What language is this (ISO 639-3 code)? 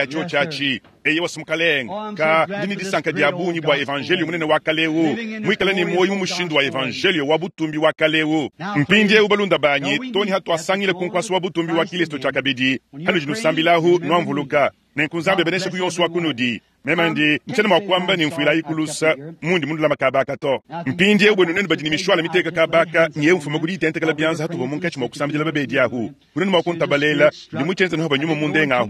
lua